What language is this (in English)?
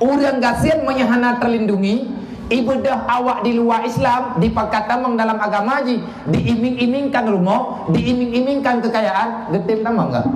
Achinese